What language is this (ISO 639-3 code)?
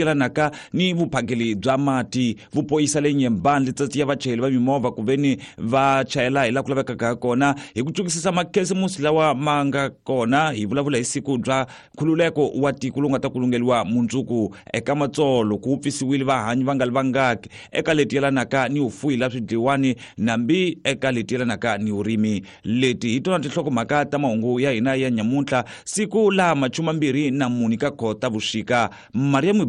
tso